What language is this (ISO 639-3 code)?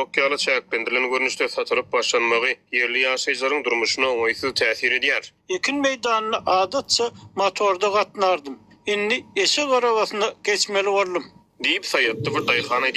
tuk